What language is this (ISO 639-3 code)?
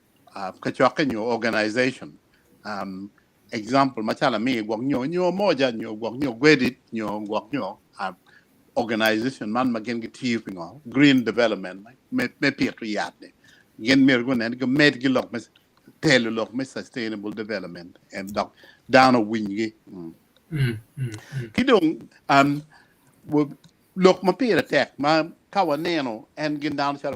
ach